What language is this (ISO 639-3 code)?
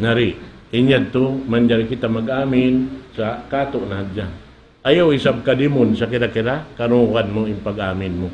tsg